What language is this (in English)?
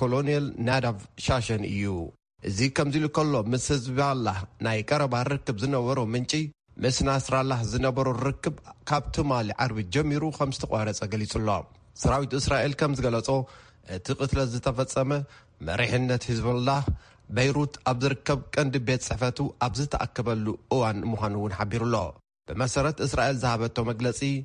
Tigrinya